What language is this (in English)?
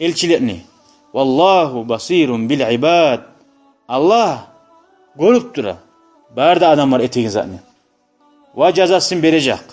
Kumyk